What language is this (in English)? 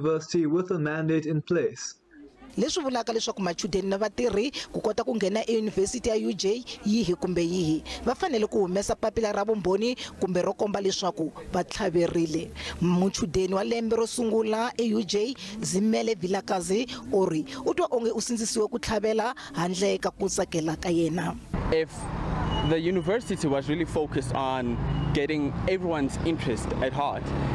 Tsonga